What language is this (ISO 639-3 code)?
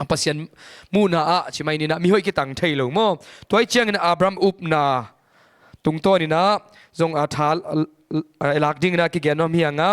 ctd